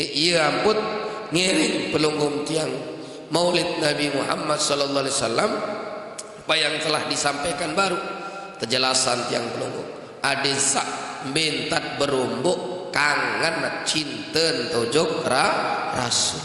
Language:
Sasak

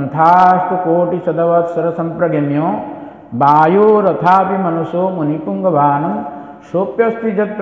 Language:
Odia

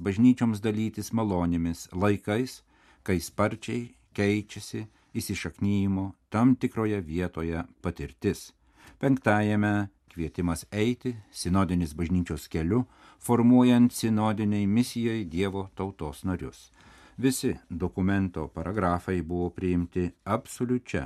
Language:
Lithuanian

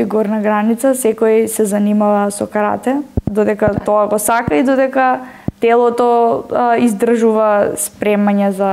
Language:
Macedonian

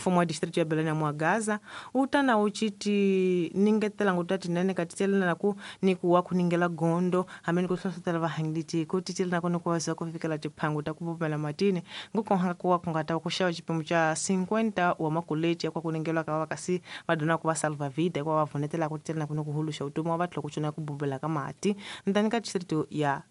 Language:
Tsonga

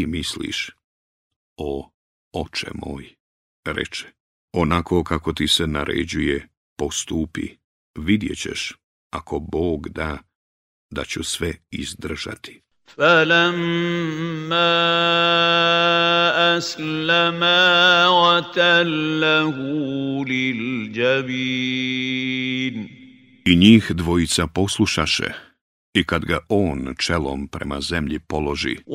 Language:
Bosnian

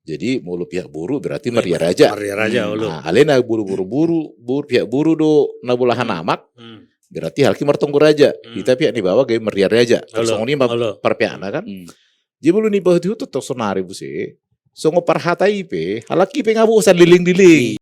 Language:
Batak Toba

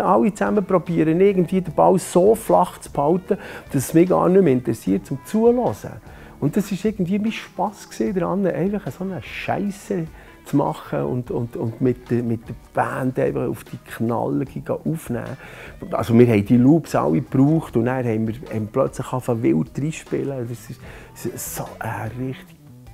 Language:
Swiss German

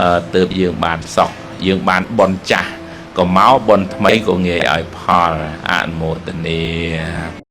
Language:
Khmer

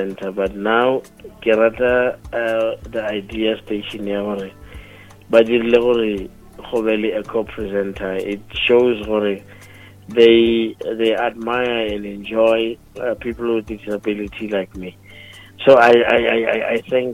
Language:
Northern Sotho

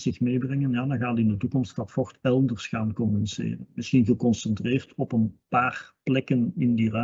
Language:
Dutch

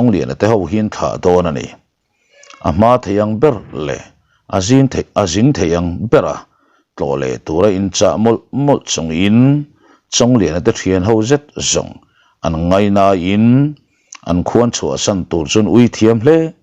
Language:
Mizo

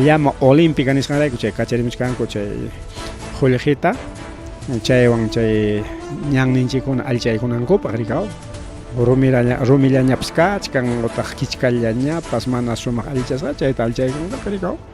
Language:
Ayacucho Quechua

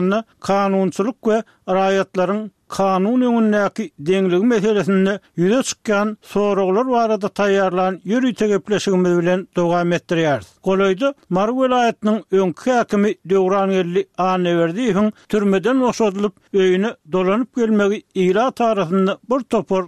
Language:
Turkmen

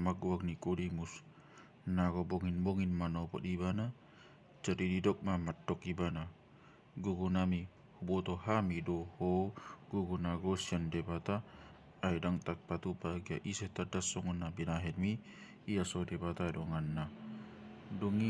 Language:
Batak Toba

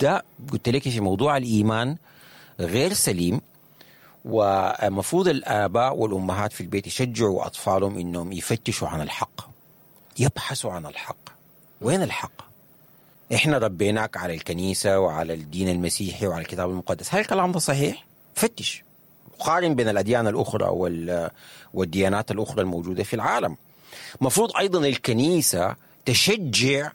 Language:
Sudanese Arabic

